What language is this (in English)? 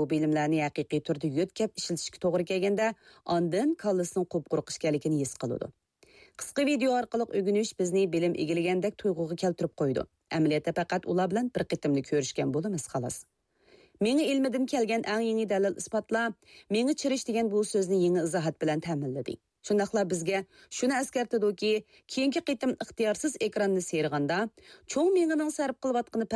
Uyghur